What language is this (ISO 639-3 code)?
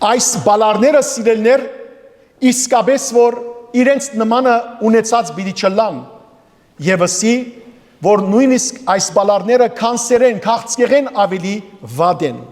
hyw